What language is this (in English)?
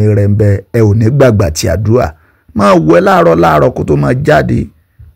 Yoruba